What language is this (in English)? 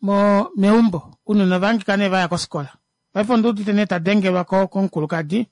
Kuanyama